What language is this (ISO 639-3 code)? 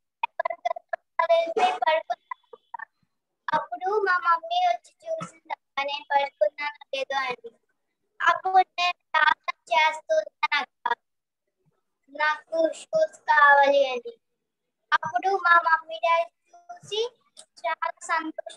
tel